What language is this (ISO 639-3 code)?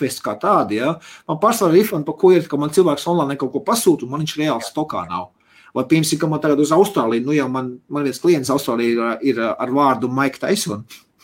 lav